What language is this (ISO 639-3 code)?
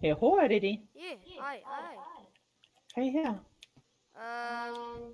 mri